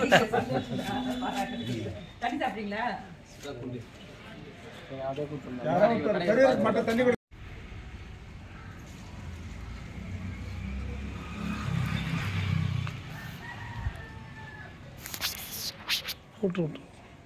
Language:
Tamil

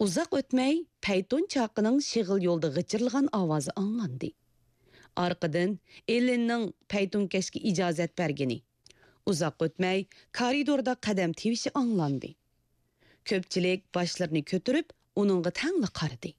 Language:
Uyghur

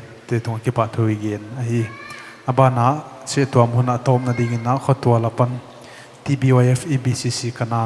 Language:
Paite Chin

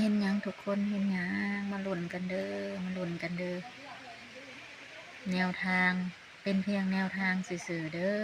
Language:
Lao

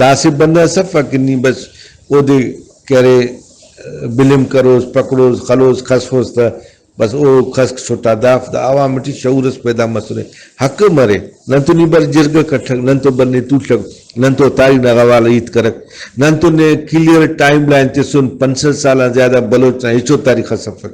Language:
Brahui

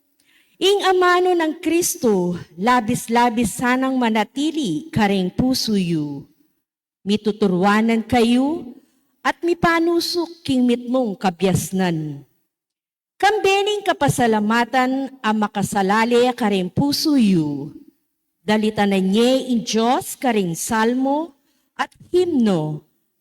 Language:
Pampanga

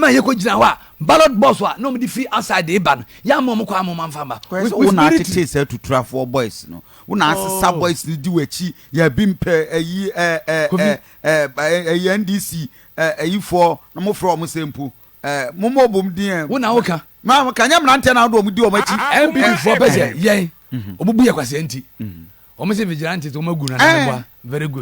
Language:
Akan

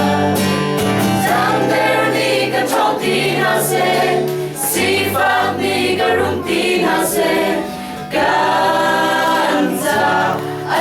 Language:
Falam Chin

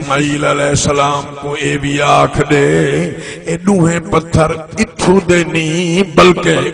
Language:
Saraiki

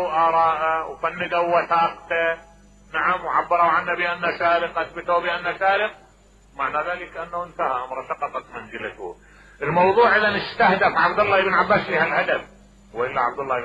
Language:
Mesopotamian Arabic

